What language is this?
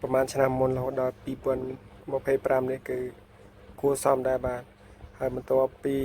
Khmer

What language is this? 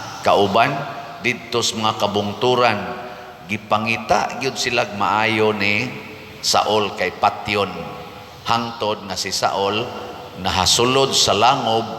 Cebuano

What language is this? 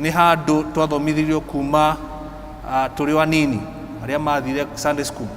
Kikuyu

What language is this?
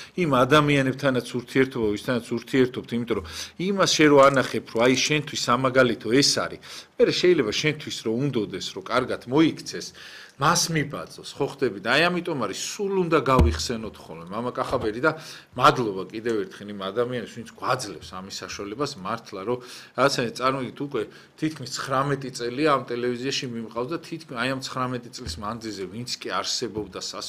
Georgian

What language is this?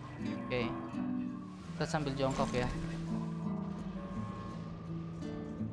Indonesian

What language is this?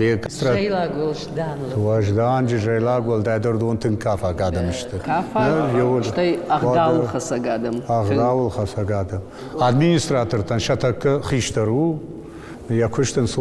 Ossetic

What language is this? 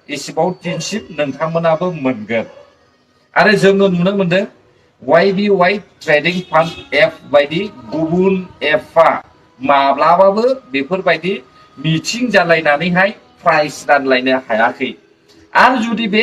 Bodo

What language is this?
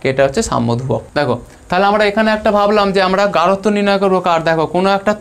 Bangla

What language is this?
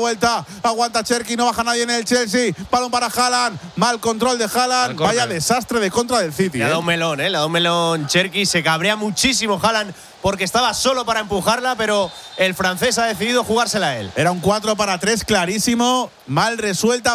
Spanish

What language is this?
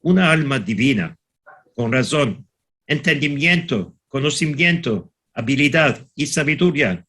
Ladino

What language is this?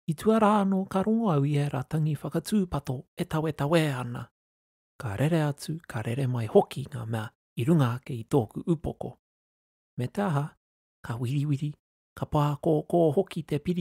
Māori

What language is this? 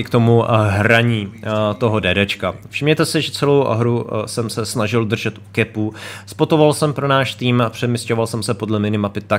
Czech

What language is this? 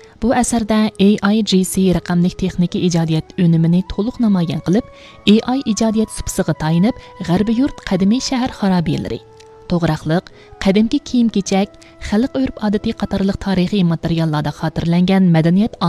Uyghur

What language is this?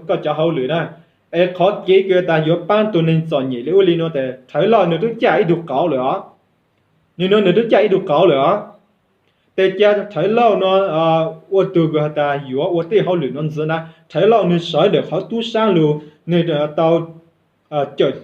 Hmong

